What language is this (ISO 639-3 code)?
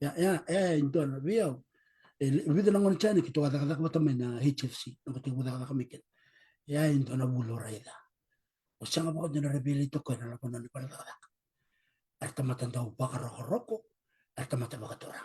fij